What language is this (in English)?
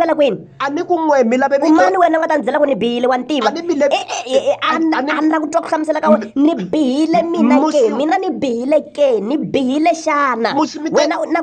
Tsonga